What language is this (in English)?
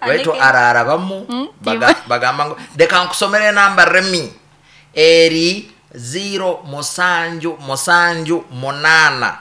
Nyankole